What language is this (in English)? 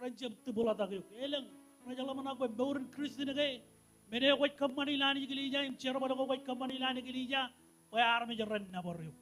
Marshallese